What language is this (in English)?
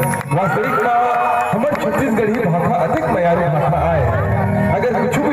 Chhattisgarhi